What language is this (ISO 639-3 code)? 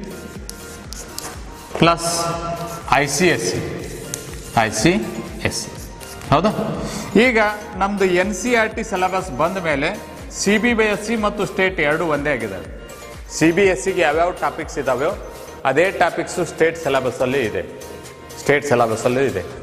kan